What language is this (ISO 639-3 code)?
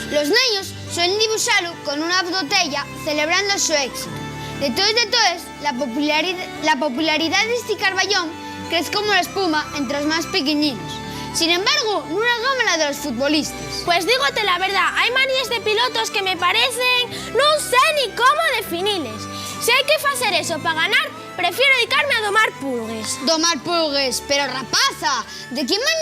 ast